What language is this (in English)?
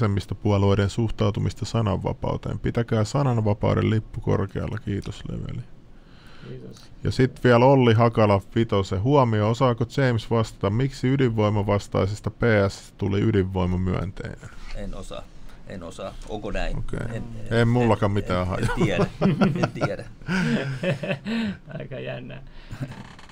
Finnish